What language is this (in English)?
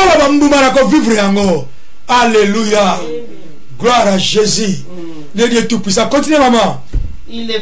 Lingala